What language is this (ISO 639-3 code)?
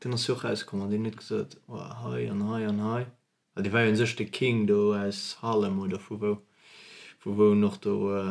ltz